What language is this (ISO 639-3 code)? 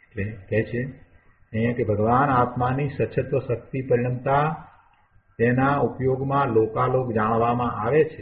guj